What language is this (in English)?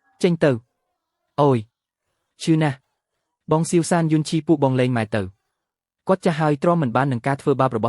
Khmer